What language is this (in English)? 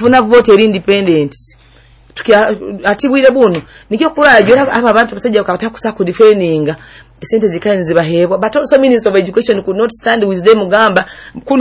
Nyoro